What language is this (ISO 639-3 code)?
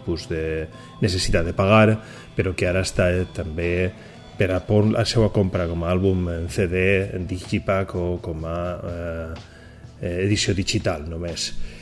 cat